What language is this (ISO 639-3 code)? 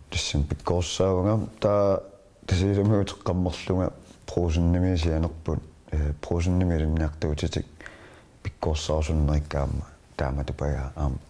kal